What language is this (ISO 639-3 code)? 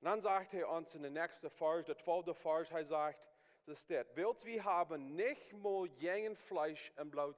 pdt